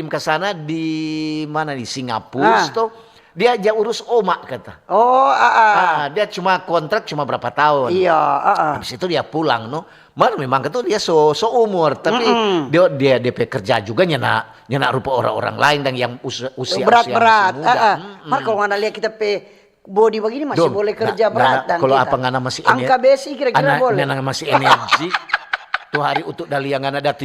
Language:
Manado Malay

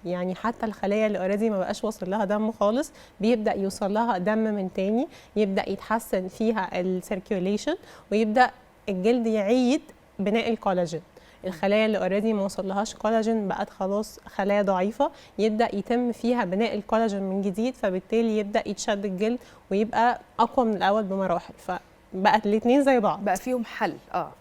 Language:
Egyptian Arabic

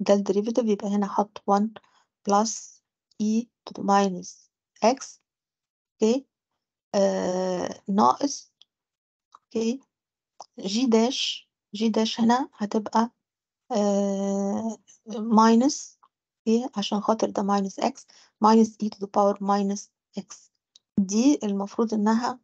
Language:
Egyptian Arabic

